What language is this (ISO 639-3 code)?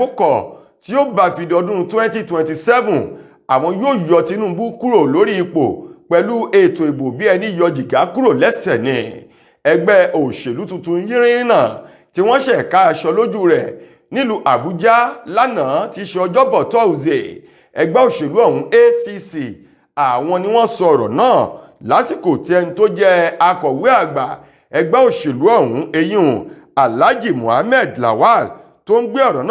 yor